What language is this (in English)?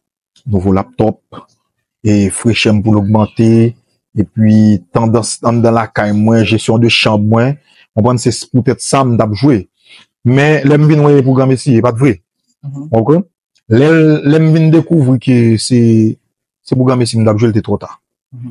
Haitian Creole